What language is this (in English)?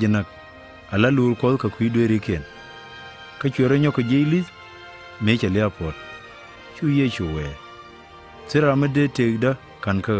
Nuer